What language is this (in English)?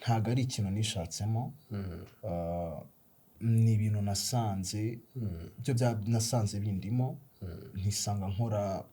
Kinyarwanda